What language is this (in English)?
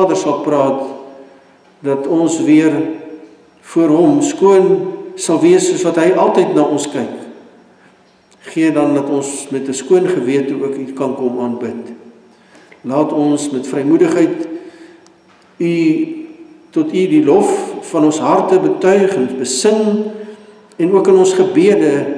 Afrikaans